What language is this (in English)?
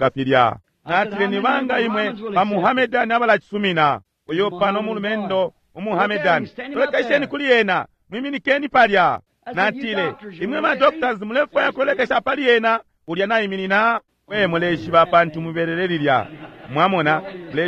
Bemba